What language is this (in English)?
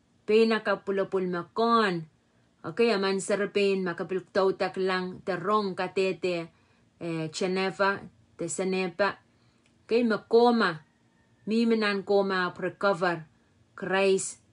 Pohnpeian